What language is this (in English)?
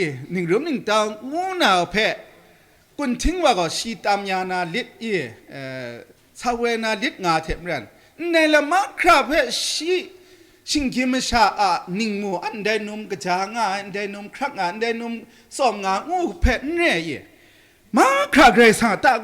Kachin